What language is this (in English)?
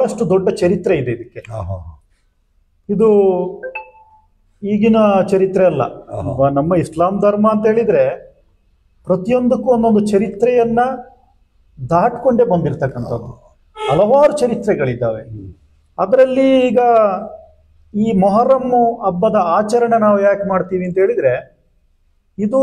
Kannada